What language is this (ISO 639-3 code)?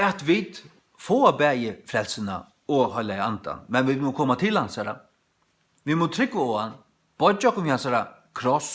fao